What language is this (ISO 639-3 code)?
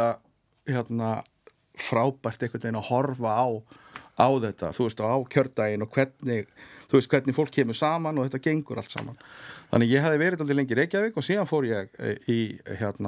isl